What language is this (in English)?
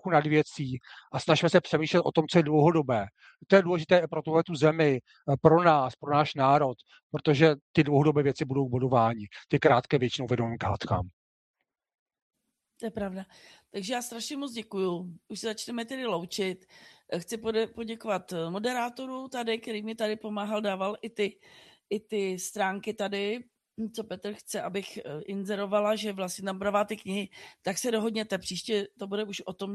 Czech